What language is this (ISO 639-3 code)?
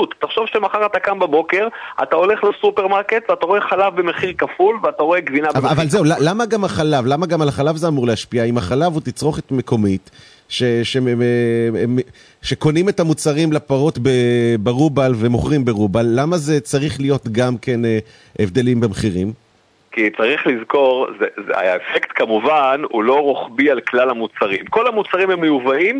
heb